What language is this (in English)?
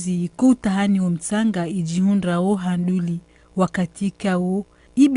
Ngazidja Comorian